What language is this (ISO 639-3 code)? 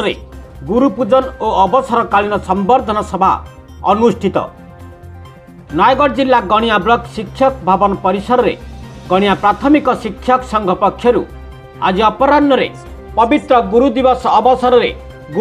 ori